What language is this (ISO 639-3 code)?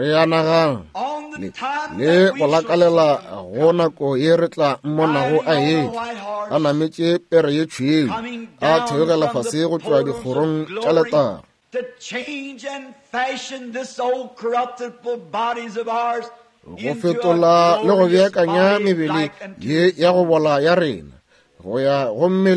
nso